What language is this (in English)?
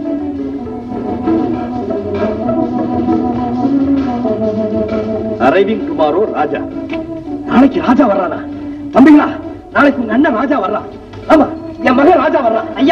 Tamil